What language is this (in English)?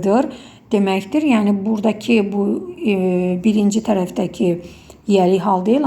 Azerbaijani